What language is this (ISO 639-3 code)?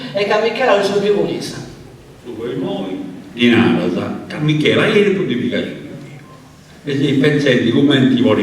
srd